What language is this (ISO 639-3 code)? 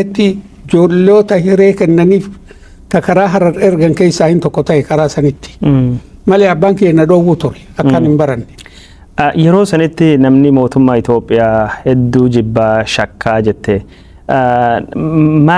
orm